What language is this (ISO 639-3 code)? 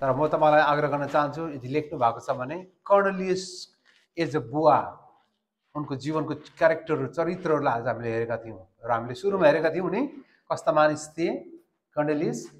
nep